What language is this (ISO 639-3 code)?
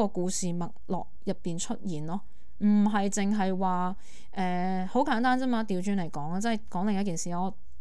yue